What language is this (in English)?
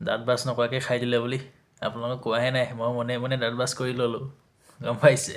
Assamese